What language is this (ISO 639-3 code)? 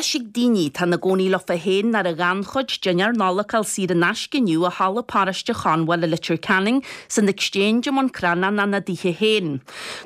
gle